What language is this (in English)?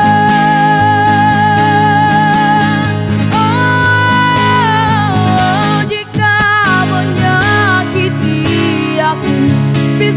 Indonesian